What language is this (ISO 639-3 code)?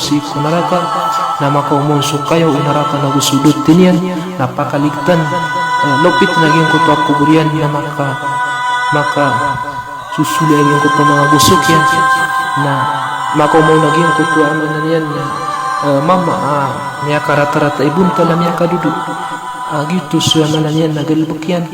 mrw